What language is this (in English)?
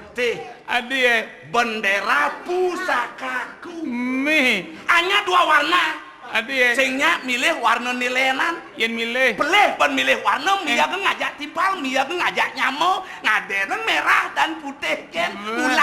Balinese